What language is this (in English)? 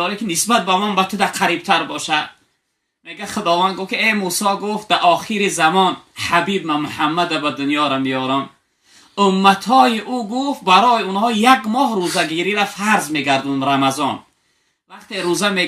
Tajik